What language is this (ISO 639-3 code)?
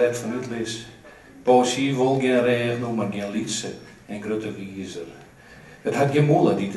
fry